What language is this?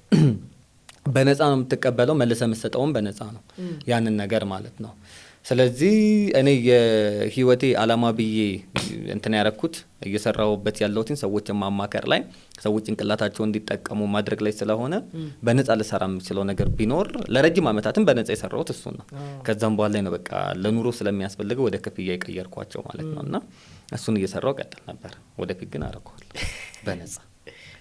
Amharic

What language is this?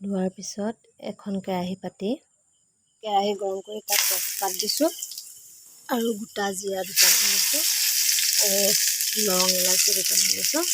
Assamese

